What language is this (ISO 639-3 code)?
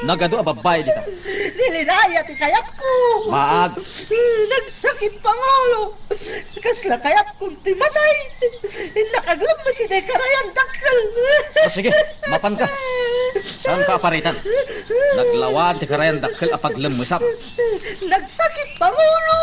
ilo